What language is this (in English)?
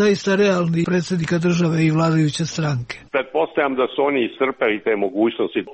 Serbian